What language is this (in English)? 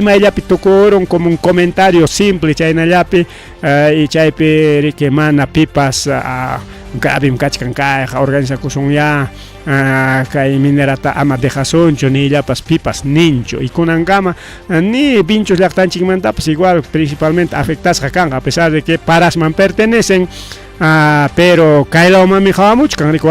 Ayacucho Quechua